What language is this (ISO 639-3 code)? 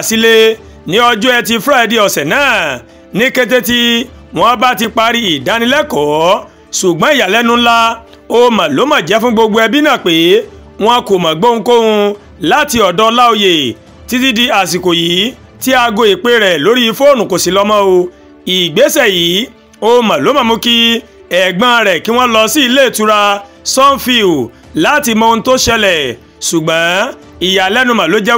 yor